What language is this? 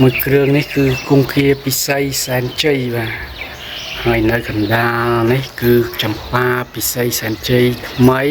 Khmer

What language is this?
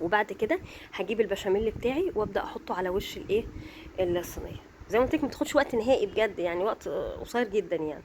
Egyptian Arabic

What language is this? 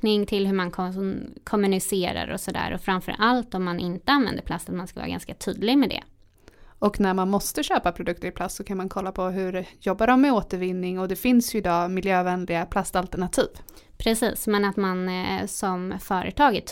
Swedish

